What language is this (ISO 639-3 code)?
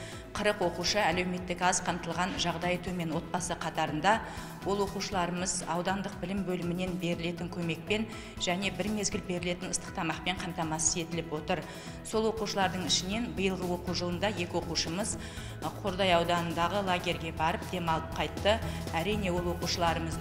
kaz